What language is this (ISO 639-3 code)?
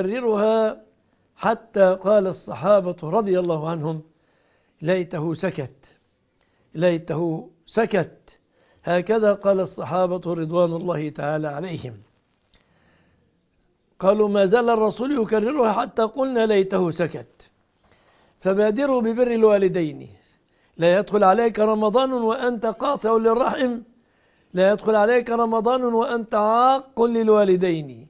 ara